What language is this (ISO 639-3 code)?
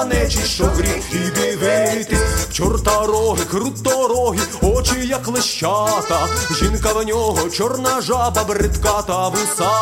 ukr